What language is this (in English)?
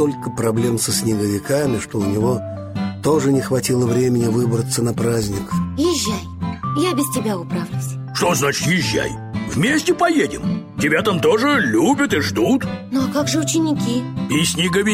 Russian